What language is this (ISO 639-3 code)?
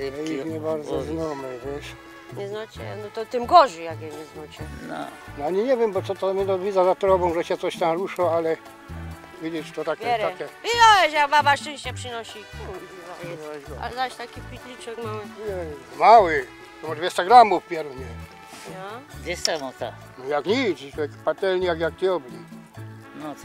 szl